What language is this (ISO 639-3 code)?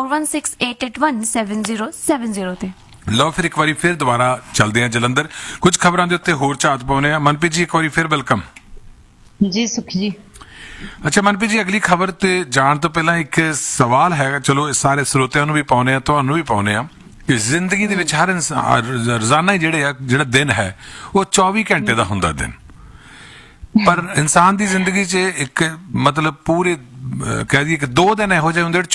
pan